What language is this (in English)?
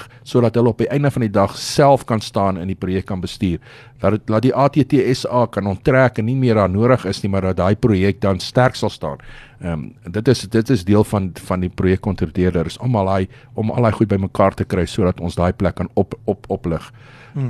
Afrikaans